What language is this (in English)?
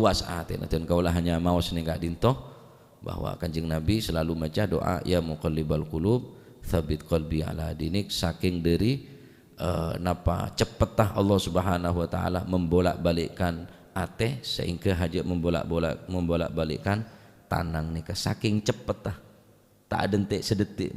Madurese